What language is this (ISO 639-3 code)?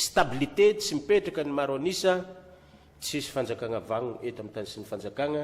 mlg